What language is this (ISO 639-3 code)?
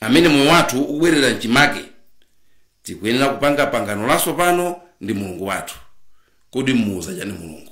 nya